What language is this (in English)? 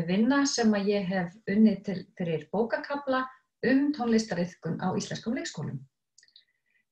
Icelandic